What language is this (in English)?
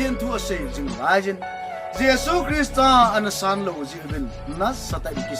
Thado Chin